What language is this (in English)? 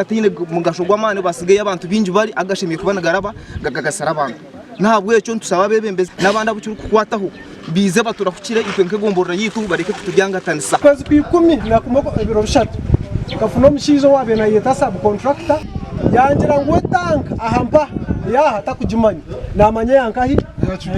Nyankole